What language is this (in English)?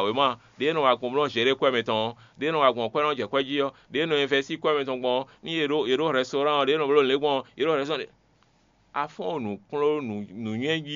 Fon